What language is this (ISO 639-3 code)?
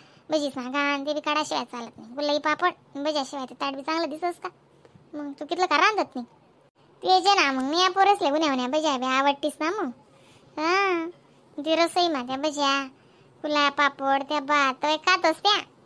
khn